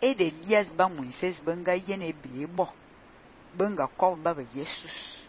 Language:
Fang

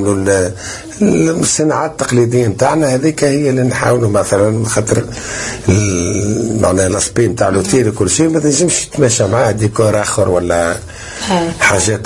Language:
Tunisian Arabic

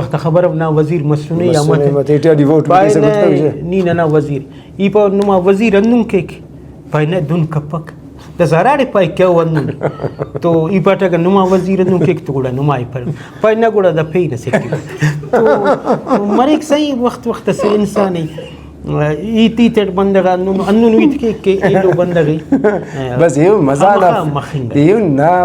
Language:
Brahui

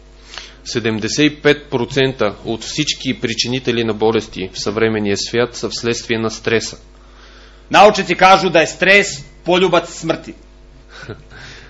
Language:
Bulgarian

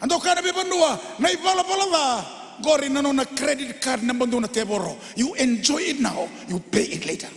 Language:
Fijian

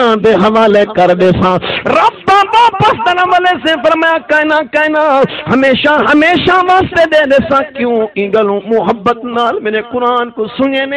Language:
Saraiki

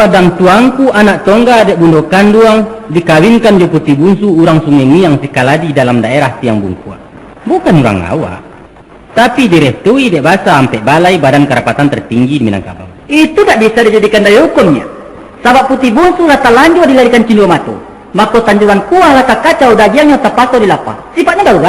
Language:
Minangkabau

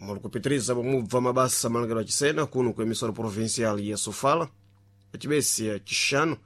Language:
Sena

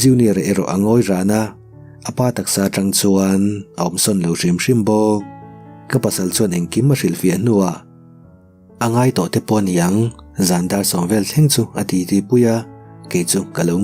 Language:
Mizo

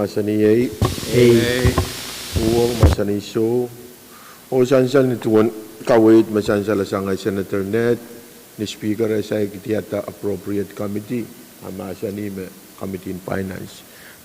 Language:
Pohnpeian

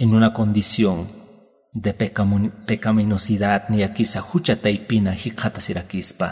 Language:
Aymara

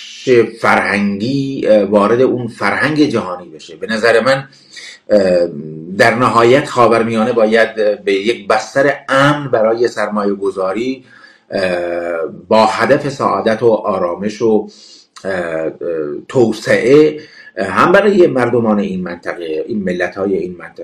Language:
Persian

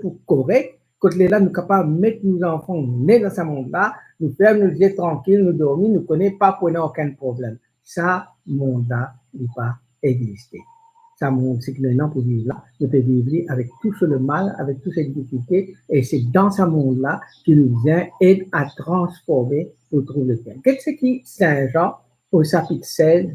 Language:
Morisyen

